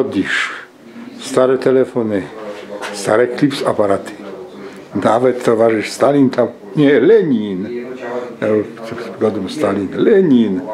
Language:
Silesian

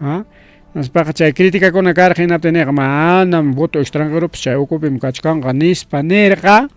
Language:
Ayacucho Quechua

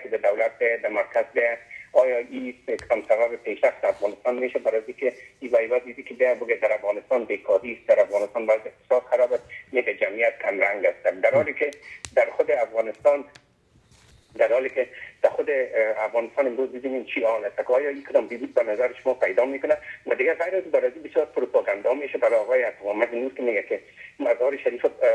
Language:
Persian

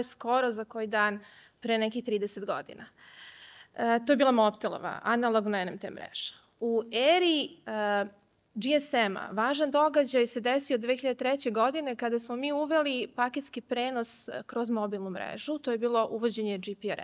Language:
Serbian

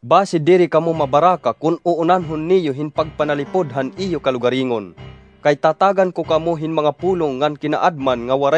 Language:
Waray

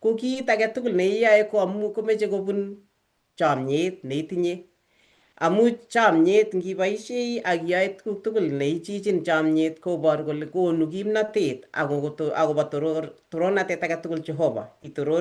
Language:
Kalenjin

